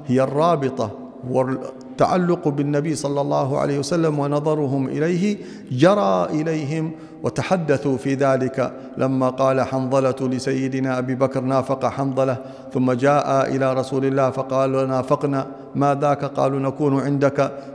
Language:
Arabic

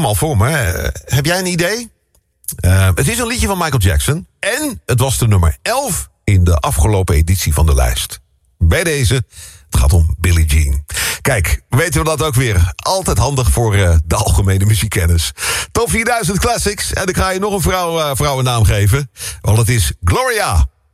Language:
Dutch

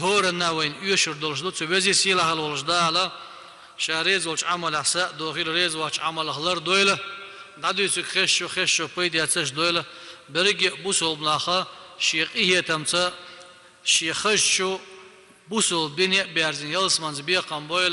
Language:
Chechen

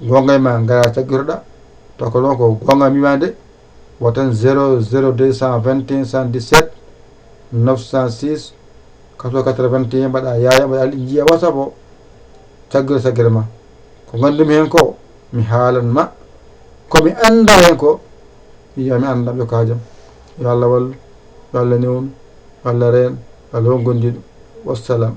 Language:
Fula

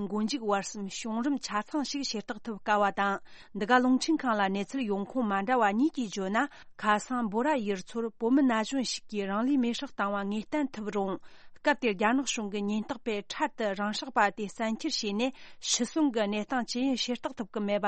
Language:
Tibetan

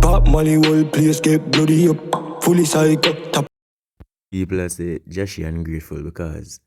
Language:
Jamaican Creole English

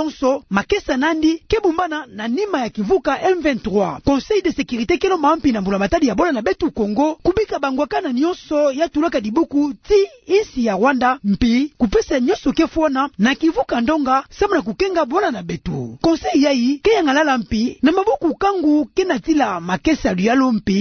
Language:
Kituba (Democratic Republic of Congo)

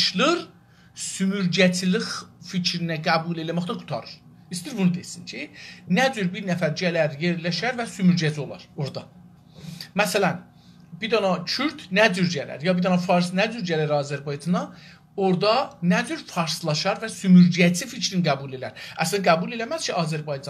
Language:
South Azerbaijani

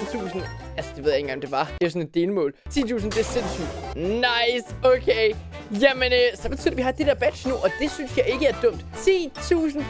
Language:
Danish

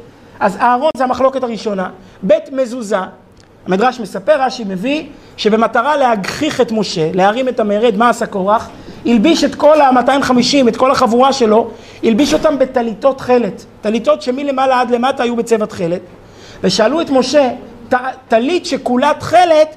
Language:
Hebrew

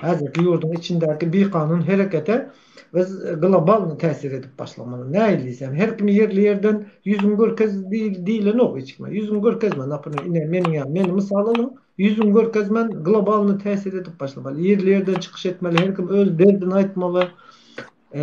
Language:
Turkmen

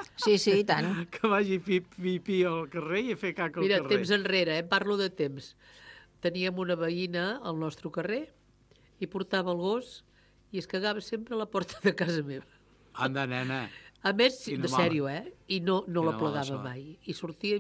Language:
Catalan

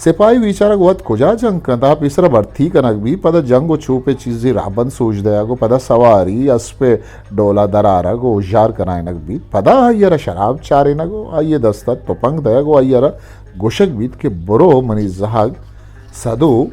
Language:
Eastern Balochi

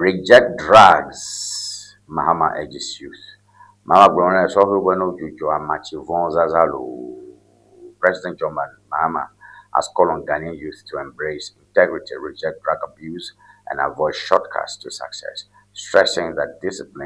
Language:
Ewe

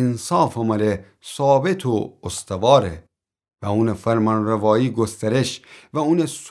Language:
Gilaki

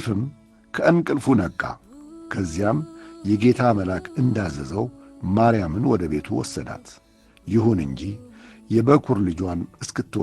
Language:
Amharic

